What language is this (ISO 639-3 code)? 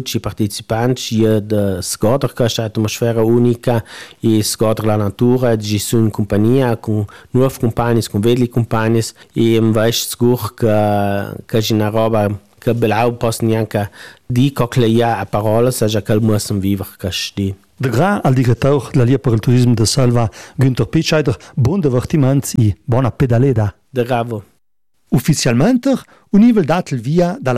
ita